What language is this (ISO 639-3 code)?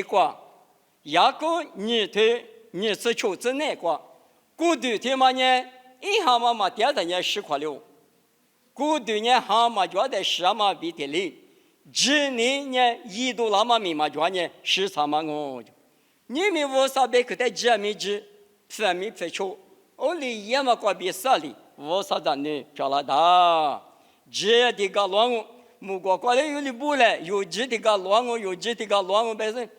lis